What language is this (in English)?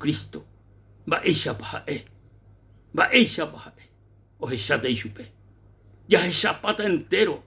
Guarani